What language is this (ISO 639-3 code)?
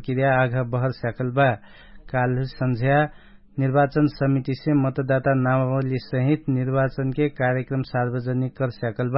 thl